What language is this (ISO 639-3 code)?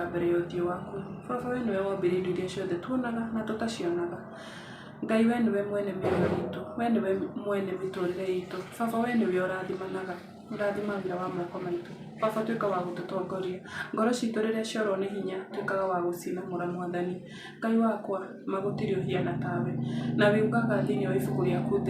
kik